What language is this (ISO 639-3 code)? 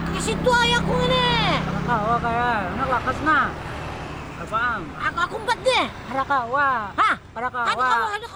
bjn